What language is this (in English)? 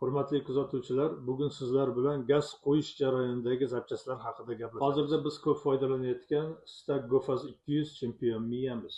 Uzbek